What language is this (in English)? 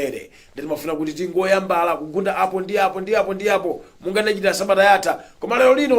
Nyanja